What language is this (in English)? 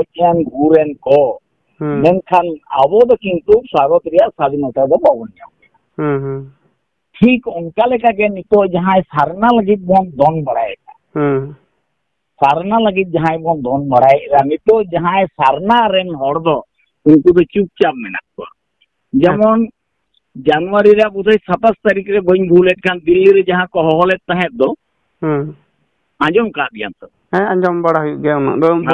Santali